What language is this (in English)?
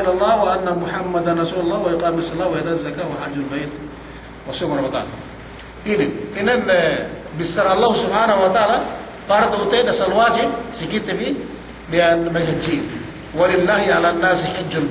Yakan